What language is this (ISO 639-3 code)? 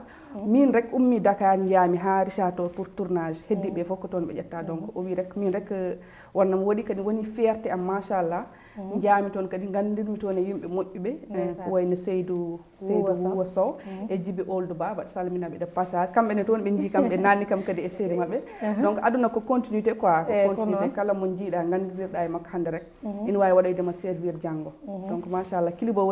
ful